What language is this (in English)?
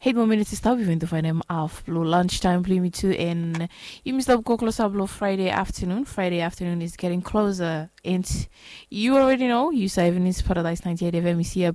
Bislama